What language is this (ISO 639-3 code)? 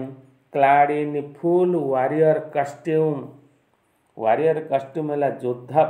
ori